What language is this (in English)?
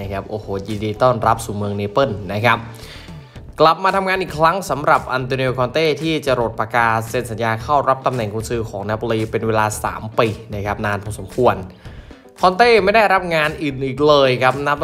Thai